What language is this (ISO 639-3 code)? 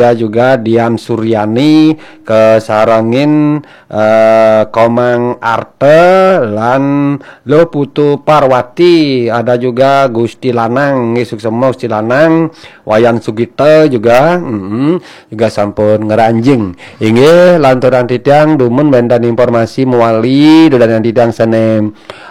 ban